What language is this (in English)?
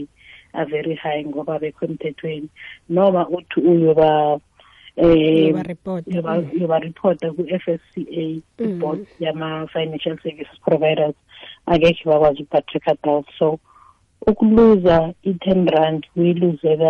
South Ndebele